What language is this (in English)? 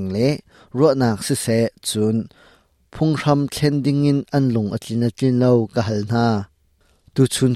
Hakha Chin